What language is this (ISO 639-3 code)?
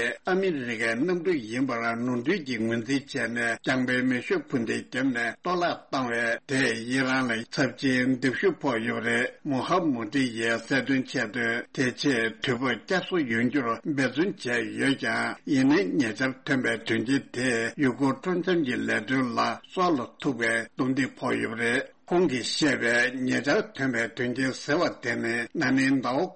bod